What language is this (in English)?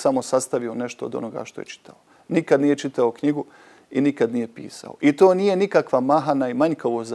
Bosnian